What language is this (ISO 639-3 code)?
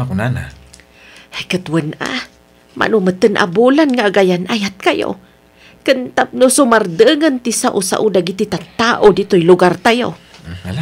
ilo